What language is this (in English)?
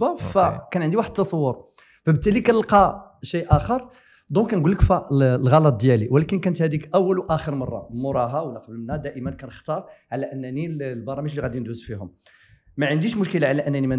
Moroccan Arabic